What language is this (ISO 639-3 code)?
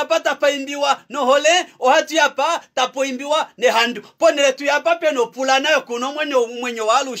kua